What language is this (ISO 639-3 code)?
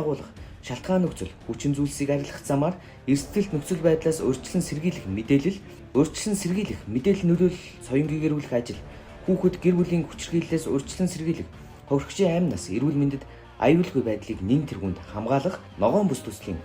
mon